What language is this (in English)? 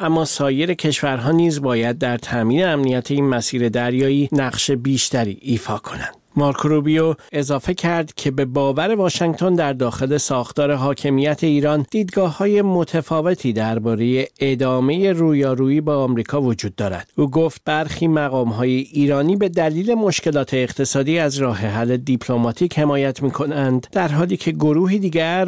Persian